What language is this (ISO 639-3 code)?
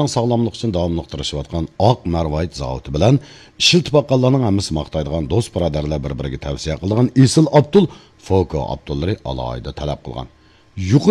uig